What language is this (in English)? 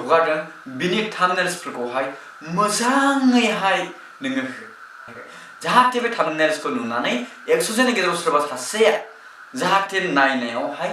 Bodo